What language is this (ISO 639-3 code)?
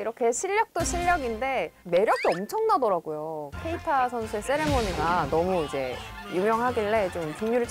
kor